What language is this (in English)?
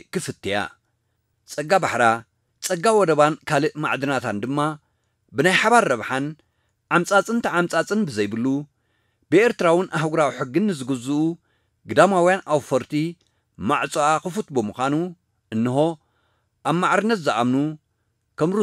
Tigrinya